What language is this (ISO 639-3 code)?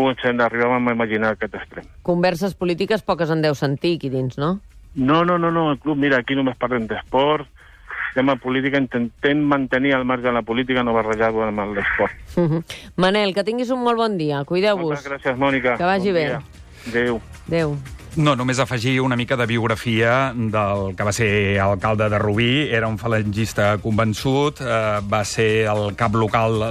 cat